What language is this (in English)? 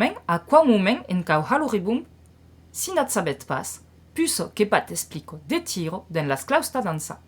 Occitan